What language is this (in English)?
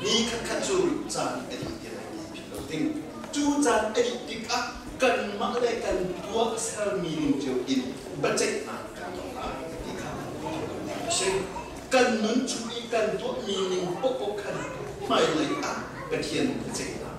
Hakha Chin